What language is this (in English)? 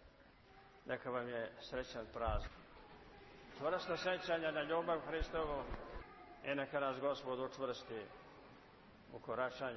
Serbian